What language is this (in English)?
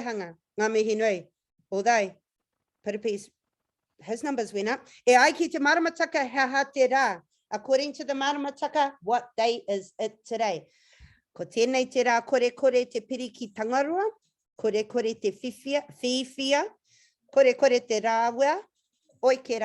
Māori